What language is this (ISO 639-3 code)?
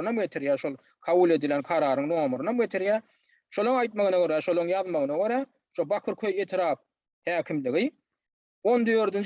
tuk